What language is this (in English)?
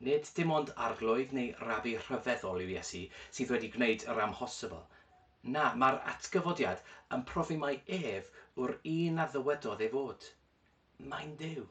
Welsh